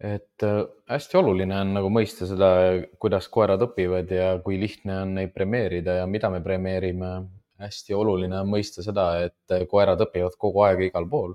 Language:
Estonian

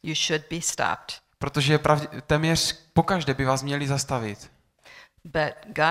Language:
Czech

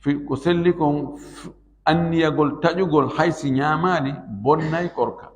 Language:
Fula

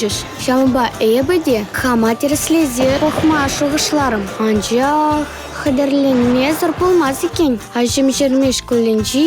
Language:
Chuvash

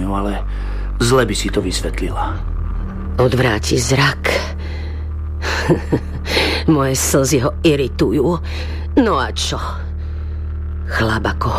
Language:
Slovak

